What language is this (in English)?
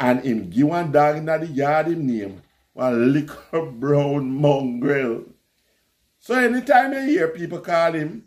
Jamaican Creole English